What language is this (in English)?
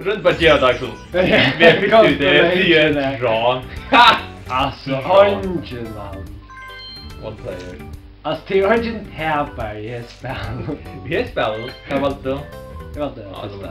Faroese